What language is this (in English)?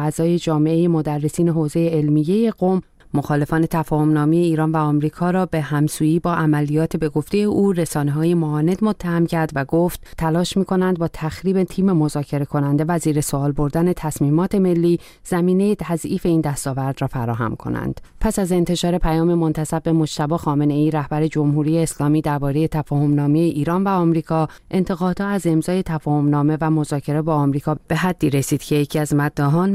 Persian